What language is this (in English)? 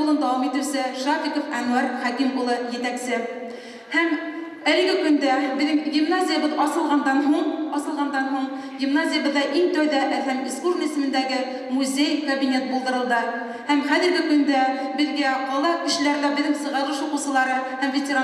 Bashkir